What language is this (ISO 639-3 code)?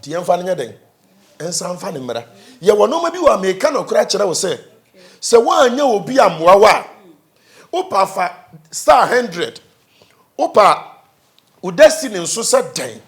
aka